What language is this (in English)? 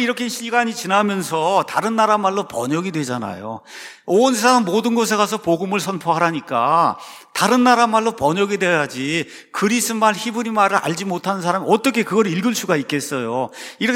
Korean